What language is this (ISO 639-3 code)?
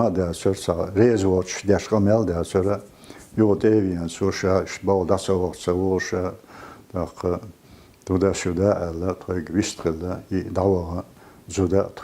che